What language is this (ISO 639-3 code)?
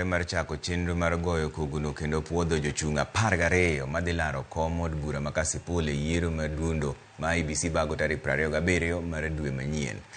luo